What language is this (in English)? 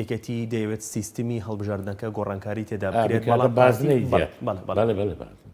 Central Kurdish